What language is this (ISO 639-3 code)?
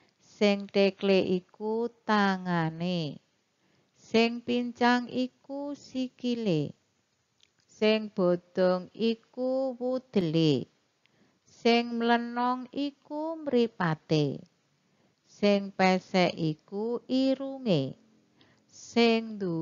jav